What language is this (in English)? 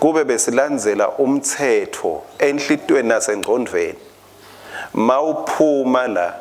Swati